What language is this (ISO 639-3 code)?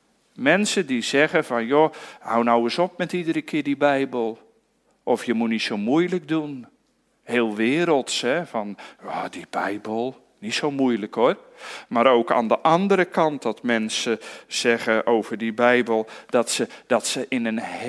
nld